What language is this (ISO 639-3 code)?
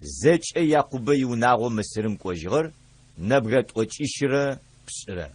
ady